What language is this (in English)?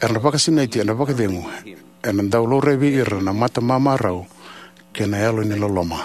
Fijian